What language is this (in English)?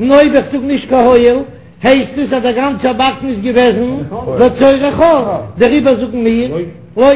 Yiddish